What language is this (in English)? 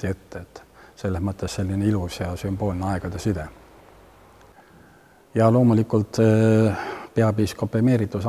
Estonian